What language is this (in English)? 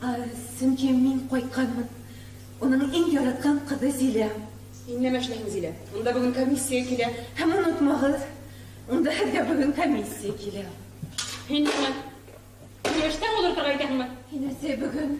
Bashkir